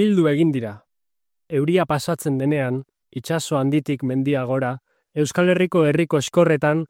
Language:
Basque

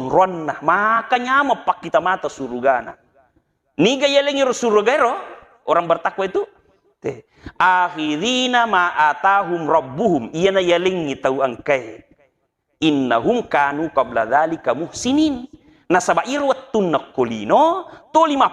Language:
Buginese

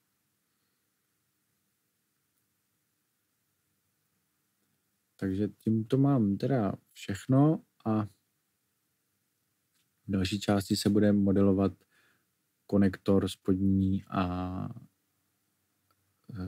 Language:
Czech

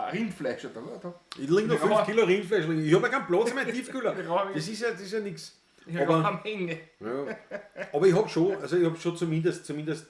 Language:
Bavarian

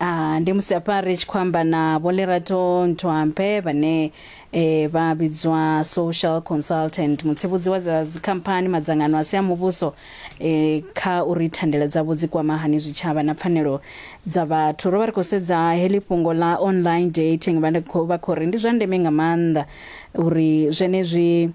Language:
Venda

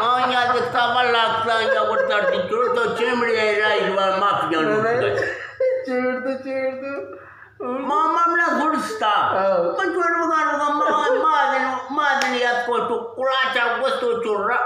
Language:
Eastern Balochi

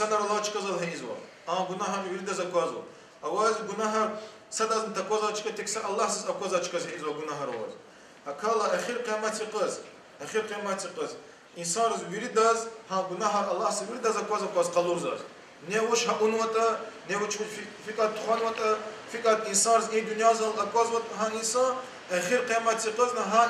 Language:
Lezghian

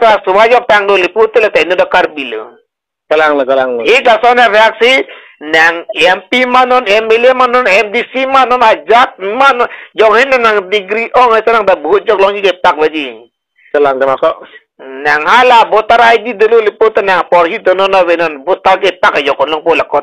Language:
Karbi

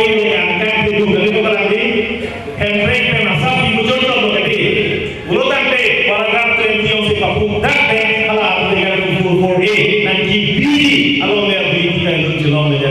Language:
Karbi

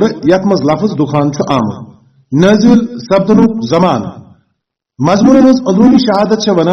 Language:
Kashmiri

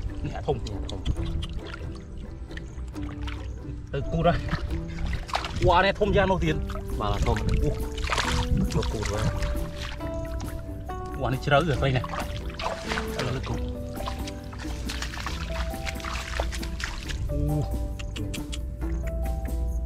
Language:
Vietnamese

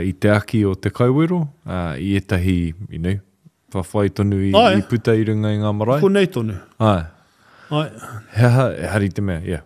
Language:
Māori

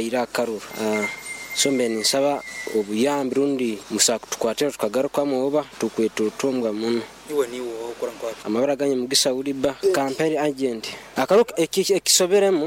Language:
Nyoro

